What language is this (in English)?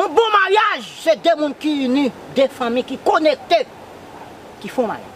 Haitian Creole